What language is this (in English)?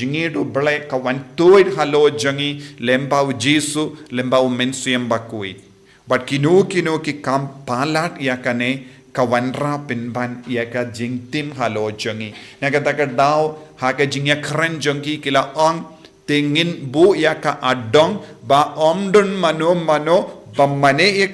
Khasi